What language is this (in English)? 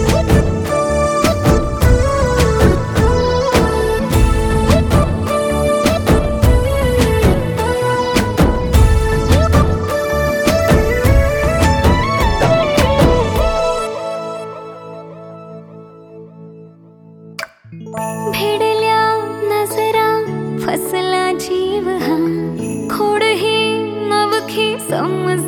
Marathi